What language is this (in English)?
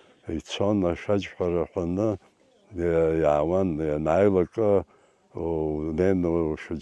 Abkhazian